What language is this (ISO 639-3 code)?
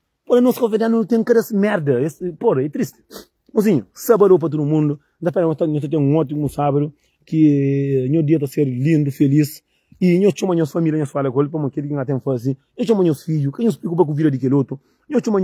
kea